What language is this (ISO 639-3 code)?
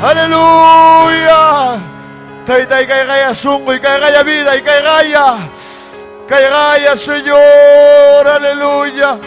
quy